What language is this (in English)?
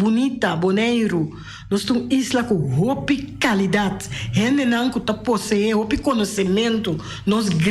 Papiamento